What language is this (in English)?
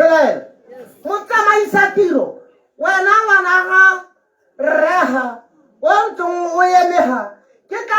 Tswana